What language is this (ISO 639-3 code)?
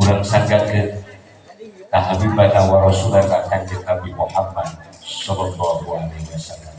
sun